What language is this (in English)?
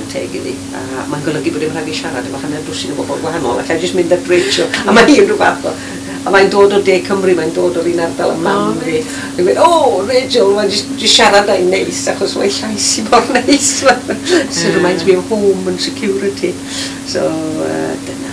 Welsh